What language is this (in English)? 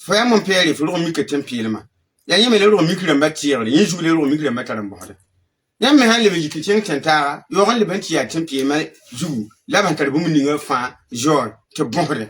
Mossi